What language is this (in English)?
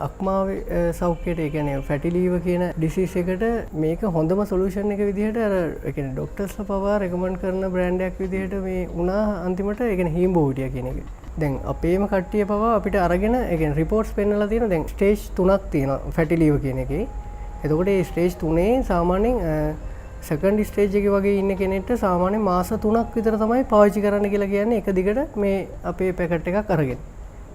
Sinhala